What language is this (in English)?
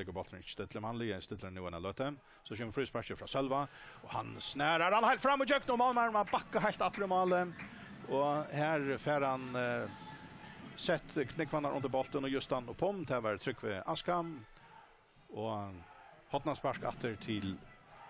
Faroese